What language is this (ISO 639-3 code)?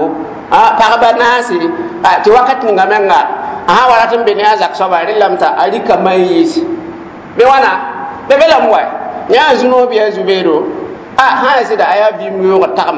mos